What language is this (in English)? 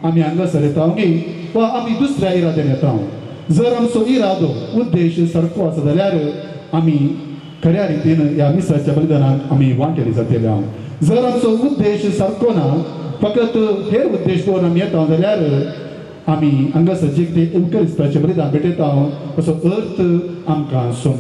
Konkani